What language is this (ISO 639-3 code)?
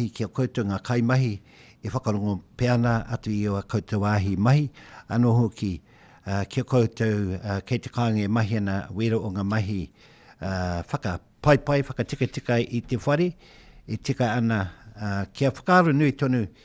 mri